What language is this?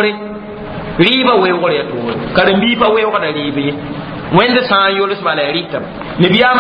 Mossi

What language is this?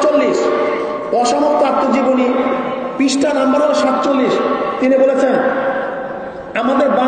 Bangla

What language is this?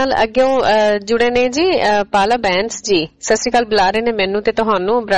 Punjabi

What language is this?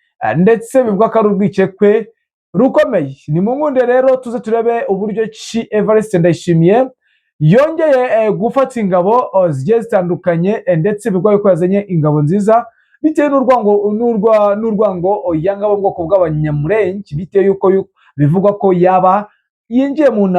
Kinyarwanda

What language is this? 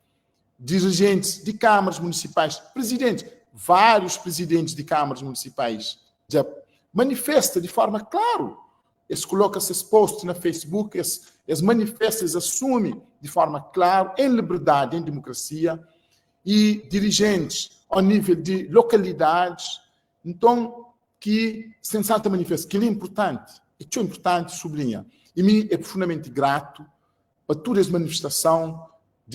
Kabuverdianu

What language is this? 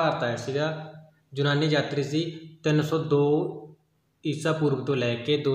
Punjabi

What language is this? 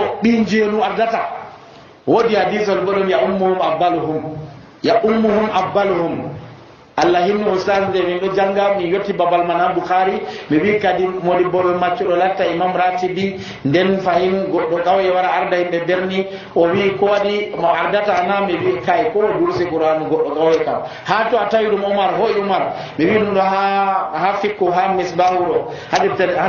Nigerian Fulfulde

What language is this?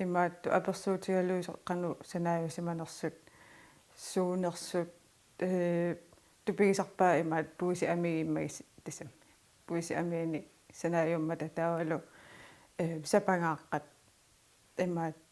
Kalaallisut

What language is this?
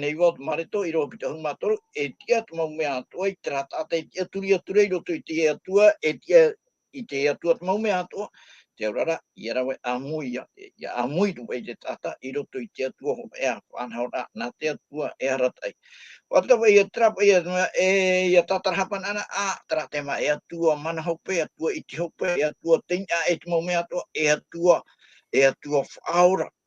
Tahitian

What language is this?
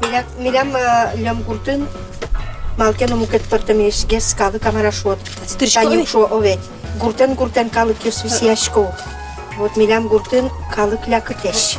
Udmurt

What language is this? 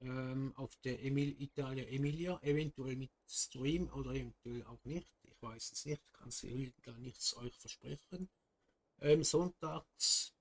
Swiss German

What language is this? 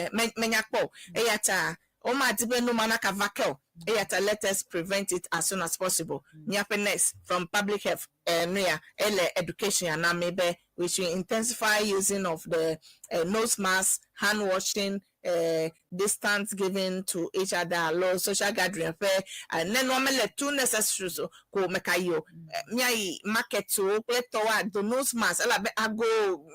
Ewe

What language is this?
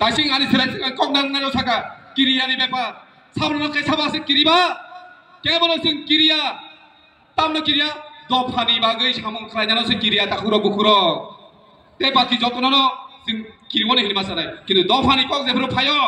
Kok Borok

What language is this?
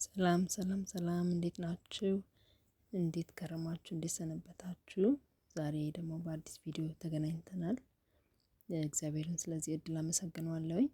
Amharic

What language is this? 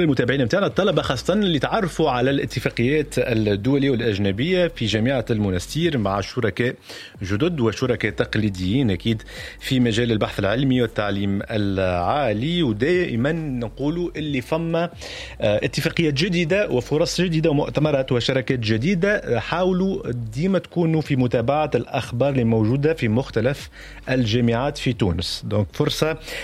Tunisian Arabic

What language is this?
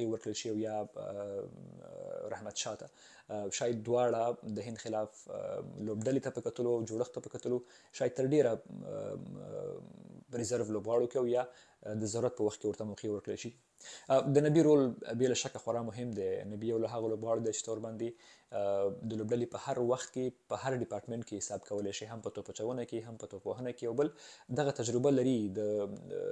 Pashto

